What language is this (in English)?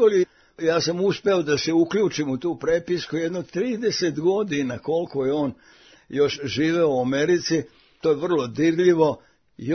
Serbian